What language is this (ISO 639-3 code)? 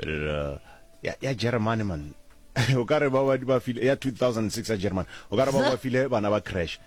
nso